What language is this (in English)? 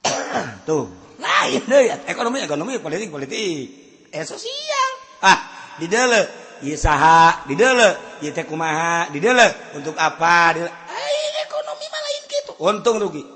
Sundanese